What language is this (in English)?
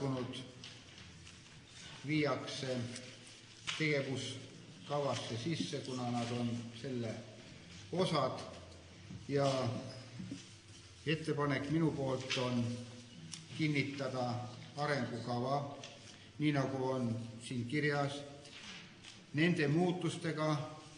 Estonian